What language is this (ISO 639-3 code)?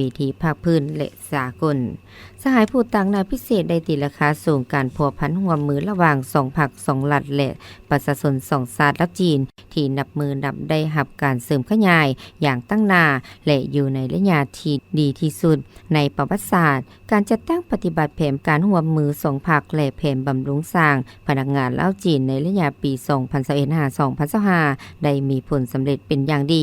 lao